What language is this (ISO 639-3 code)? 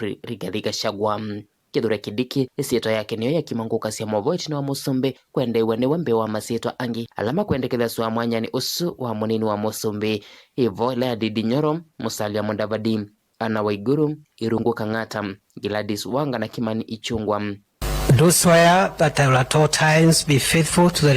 kam